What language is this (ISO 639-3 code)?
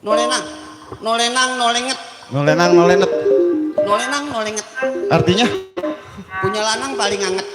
bew